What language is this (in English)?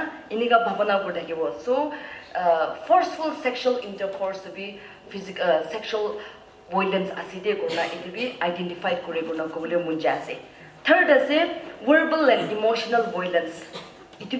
Naga Pidgin